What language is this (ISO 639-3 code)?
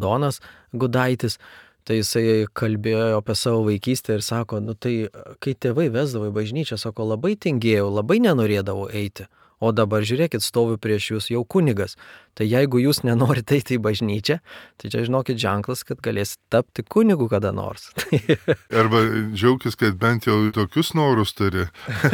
lit